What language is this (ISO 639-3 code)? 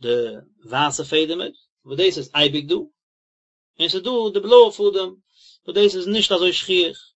yid